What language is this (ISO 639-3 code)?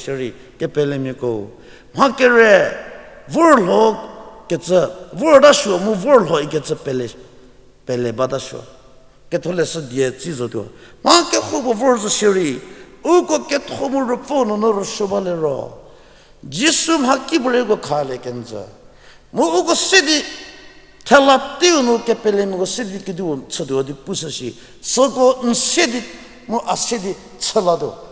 njm